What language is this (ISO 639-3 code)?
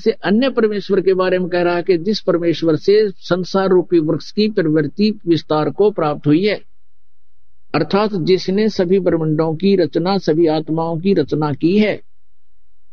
hin